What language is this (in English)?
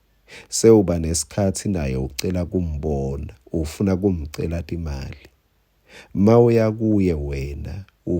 Swati